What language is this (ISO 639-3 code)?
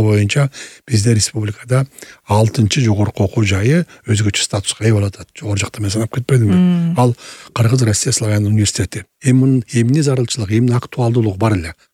kir